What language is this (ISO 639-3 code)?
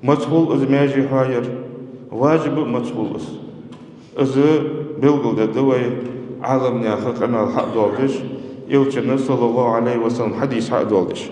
inh